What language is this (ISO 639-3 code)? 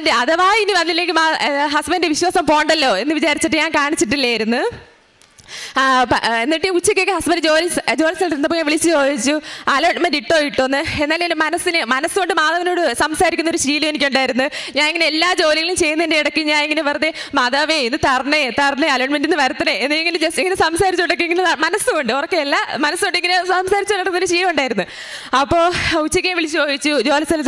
mal